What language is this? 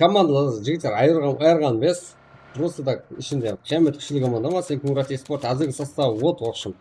Kara-Kalpak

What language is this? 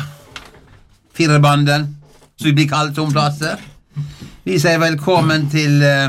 Norwegian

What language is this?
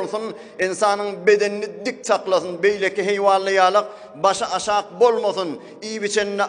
Turkmen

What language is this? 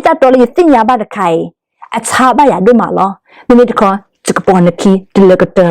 S'gaw Karen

